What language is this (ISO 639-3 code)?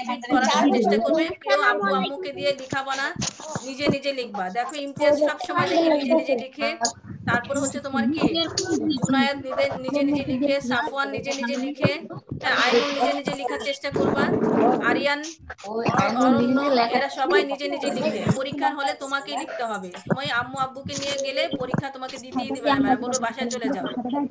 ben